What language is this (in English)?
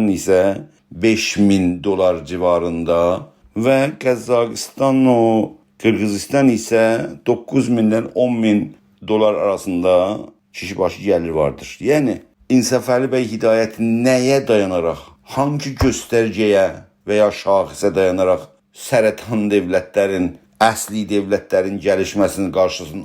South Azerbaijani